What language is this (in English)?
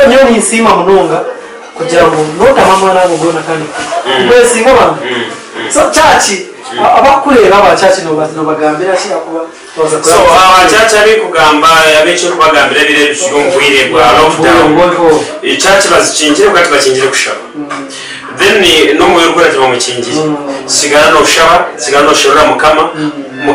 Nyankole